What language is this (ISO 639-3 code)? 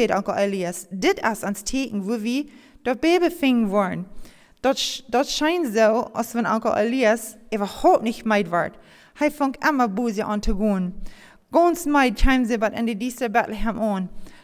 pdt